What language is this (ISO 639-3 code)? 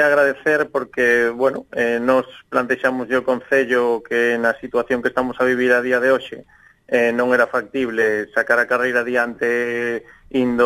glg